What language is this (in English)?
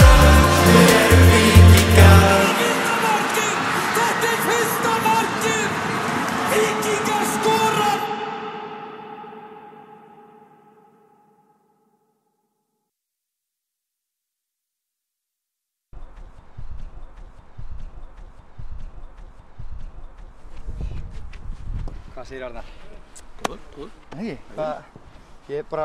Icelandic